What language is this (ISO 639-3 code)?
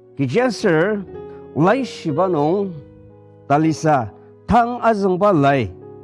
njo